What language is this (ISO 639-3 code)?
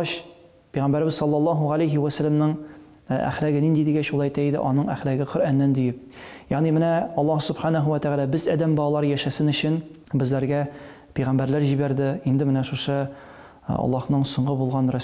tat